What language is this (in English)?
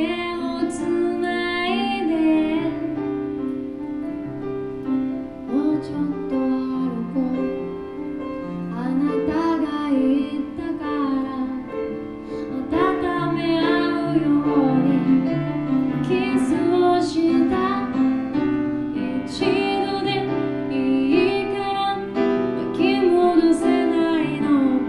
Japanese